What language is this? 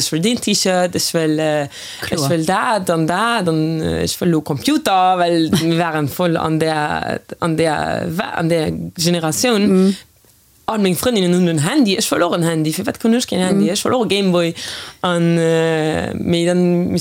Luxembourgish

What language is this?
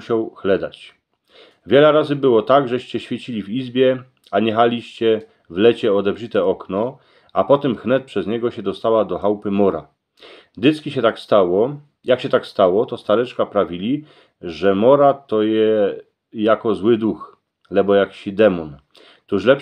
Silesian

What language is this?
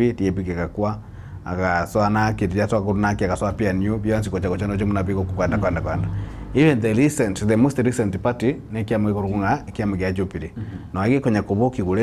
Gusii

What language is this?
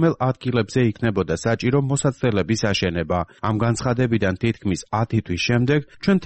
Georgian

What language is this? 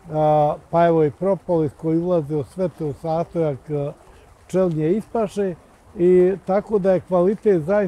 Bosnian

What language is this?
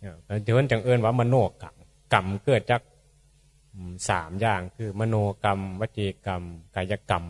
Northeastern Thai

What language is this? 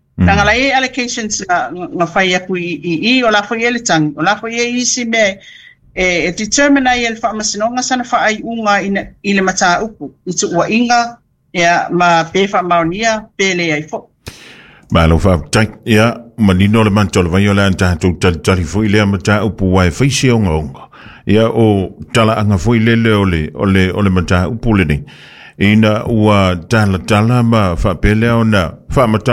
Samoan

